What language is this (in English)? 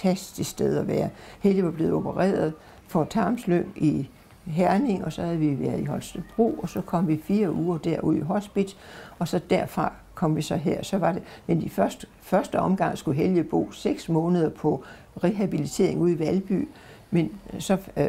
Danish